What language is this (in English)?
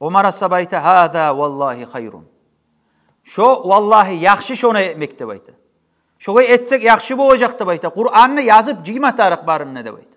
Kumyk